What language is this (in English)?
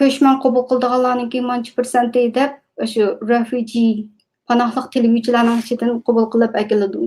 Uyghur